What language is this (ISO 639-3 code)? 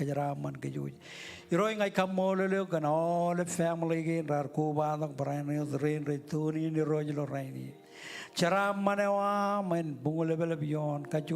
mah